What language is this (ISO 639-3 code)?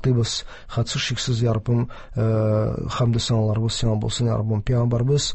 tat